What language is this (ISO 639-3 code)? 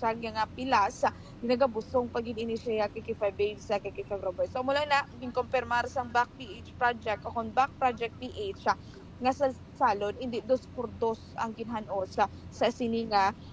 hil